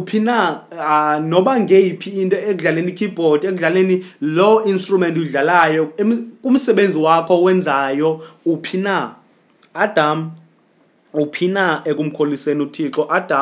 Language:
Xhosa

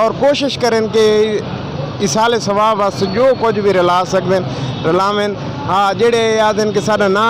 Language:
Saraiki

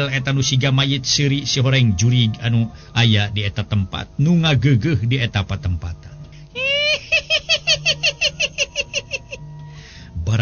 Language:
Sundanese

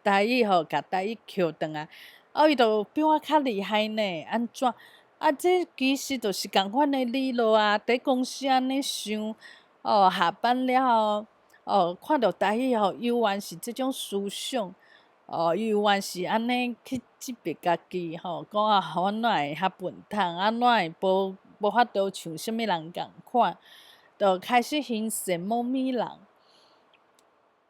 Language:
Min Nan Chinese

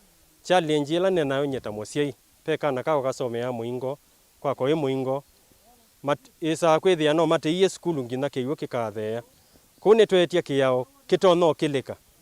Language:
Kamba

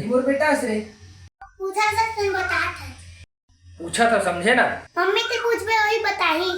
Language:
Chhattisgarhi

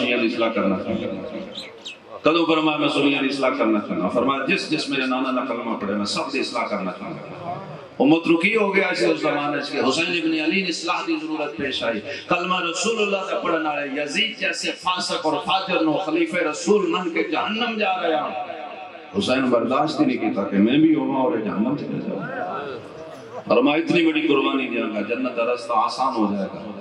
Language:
Urdu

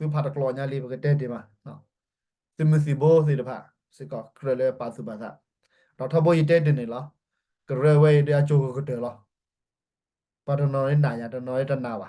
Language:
S'gaw Karen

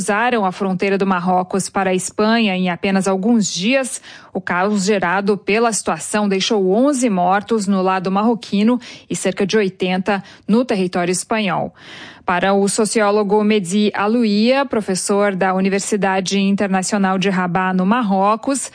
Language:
Portuguese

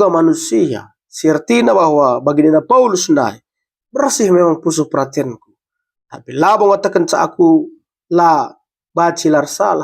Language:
Batak Karo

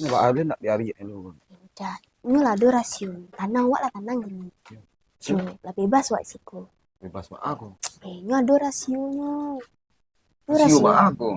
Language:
Minangkabau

